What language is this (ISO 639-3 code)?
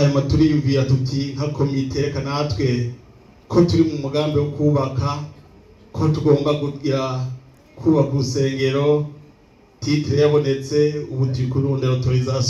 run